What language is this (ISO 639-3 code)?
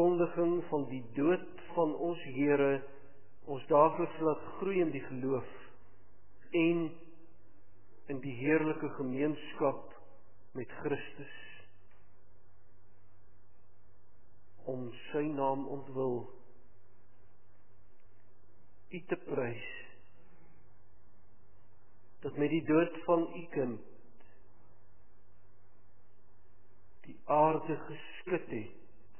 afr